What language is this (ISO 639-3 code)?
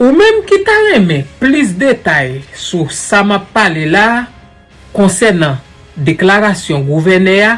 hat